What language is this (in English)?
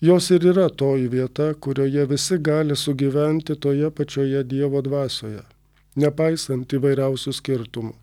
Lithuanian